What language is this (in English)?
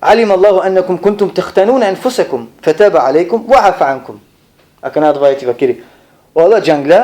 Balkan Romani